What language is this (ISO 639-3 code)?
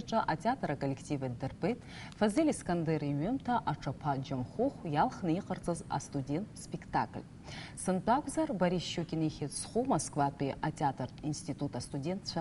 abk